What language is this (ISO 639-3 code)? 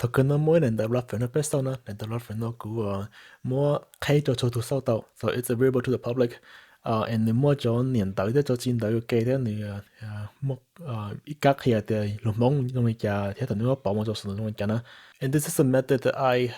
hmn